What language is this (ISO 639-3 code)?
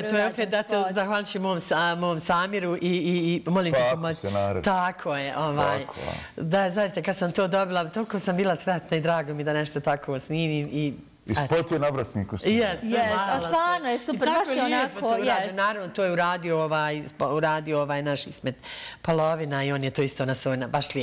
bos